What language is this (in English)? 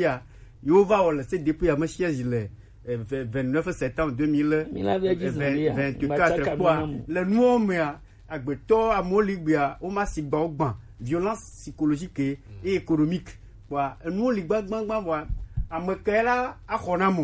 Gen